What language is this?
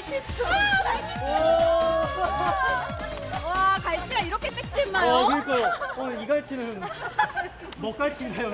Korean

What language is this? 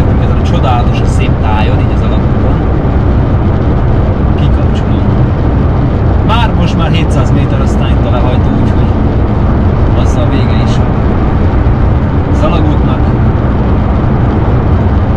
Hungarian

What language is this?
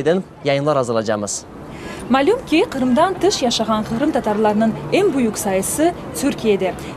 Crimean Tatar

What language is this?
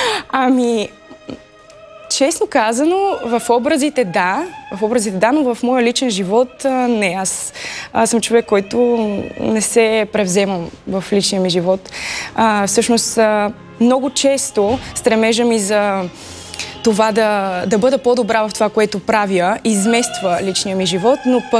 Bulgarian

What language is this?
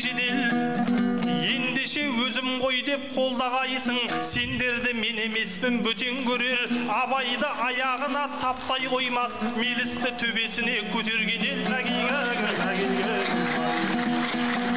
Kazakh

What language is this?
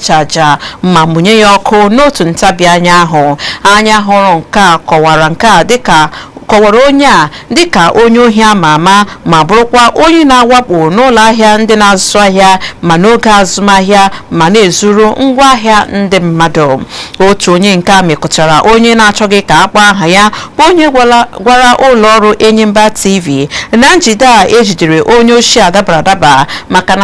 Igbo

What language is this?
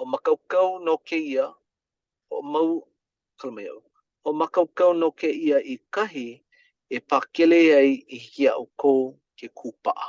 Hawaiian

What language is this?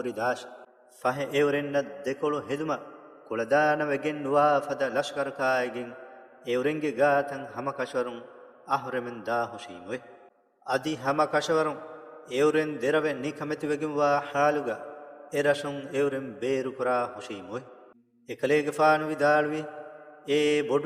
Divehi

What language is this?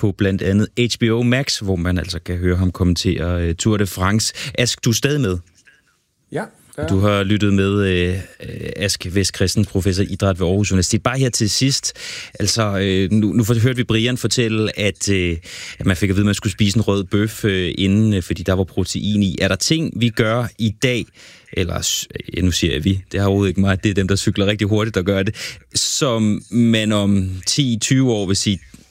Danish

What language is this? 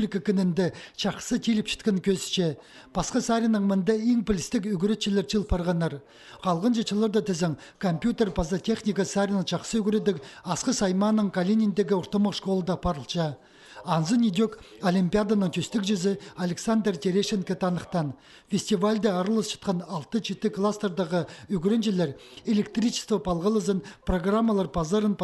Khakas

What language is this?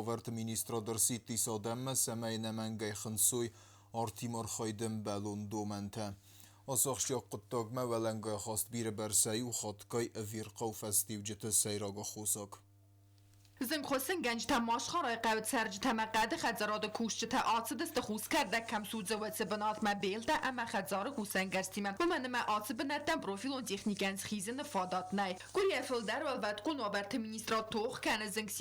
Ossetic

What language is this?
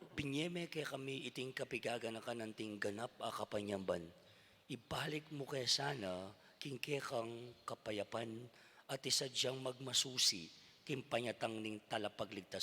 Pampanga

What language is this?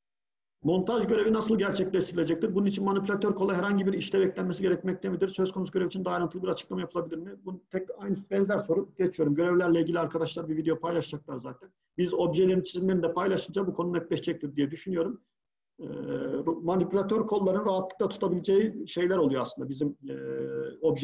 Turkish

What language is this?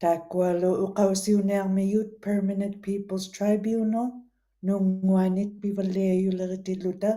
Western Canadian Inuktitut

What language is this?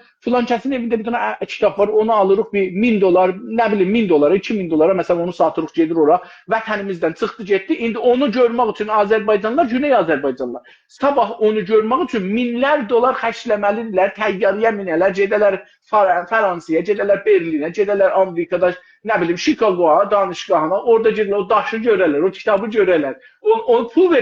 South Azerbaijani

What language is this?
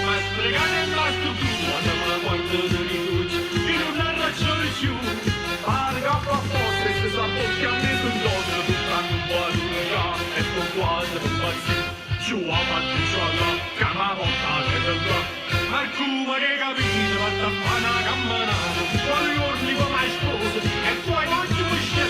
Neapolitan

